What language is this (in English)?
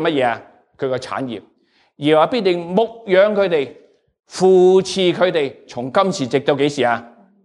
Cantonese